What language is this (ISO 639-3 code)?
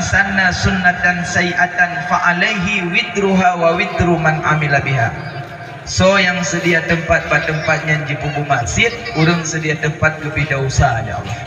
ace